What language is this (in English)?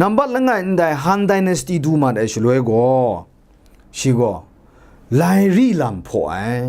Kachin